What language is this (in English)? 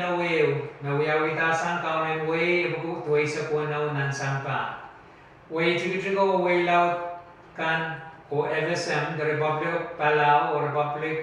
Pohnpeian